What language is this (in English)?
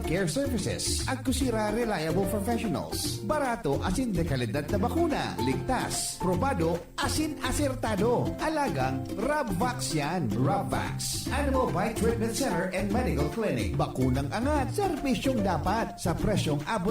Bikol